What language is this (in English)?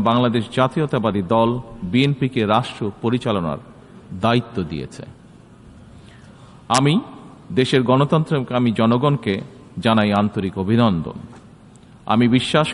Bangla